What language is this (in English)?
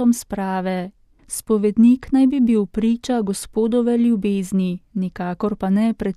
Slovenian